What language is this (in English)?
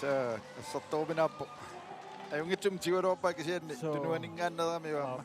Kalaallisut